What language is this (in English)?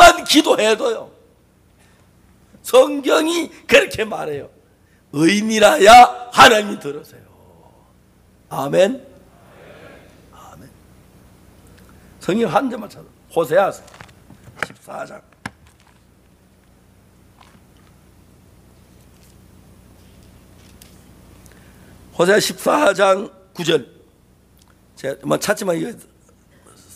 Korean